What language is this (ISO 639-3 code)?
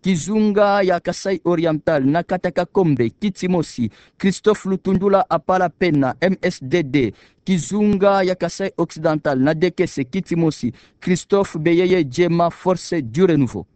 ktu